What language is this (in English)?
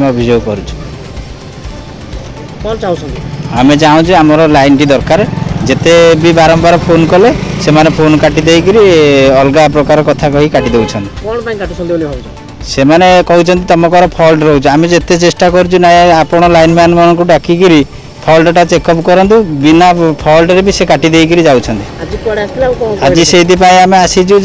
Odia